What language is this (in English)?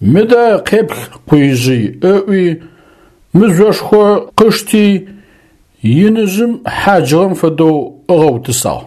Adyghe